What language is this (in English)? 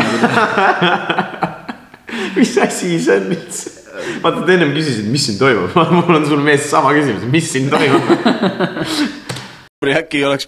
Estonian